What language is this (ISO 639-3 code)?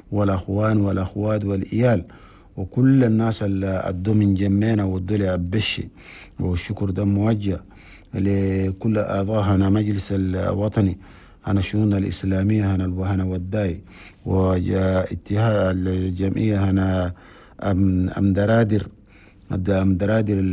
shu